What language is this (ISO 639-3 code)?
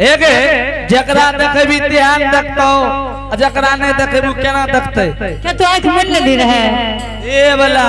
anp